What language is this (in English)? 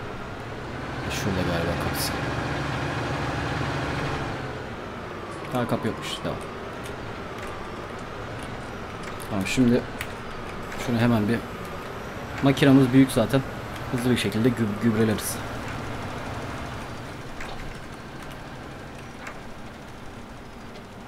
Turkish